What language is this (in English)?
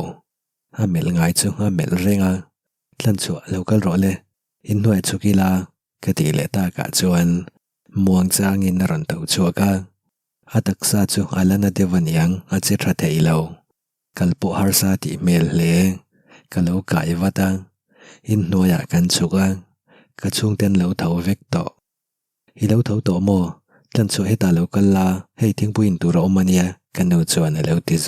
Mizo